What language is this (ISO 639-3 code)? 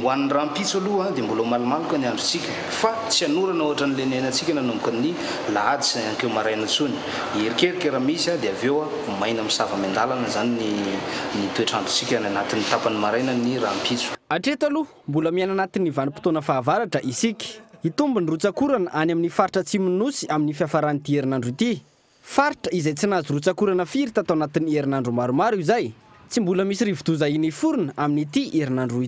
mlg